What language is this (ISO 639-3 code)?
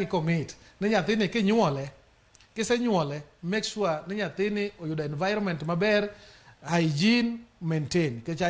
luo